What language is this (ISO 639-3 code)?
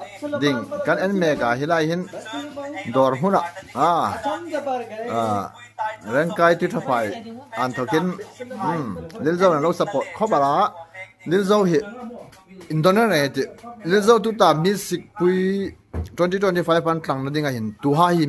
hmr